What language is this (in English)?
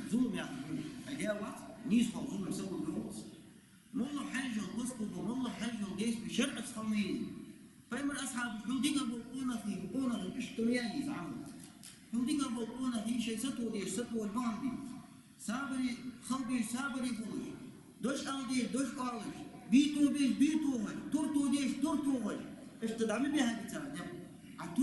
Ingush